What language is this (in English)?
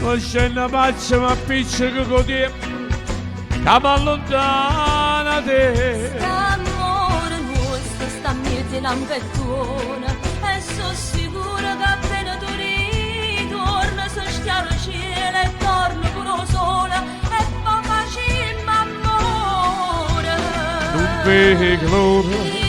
Neapolitan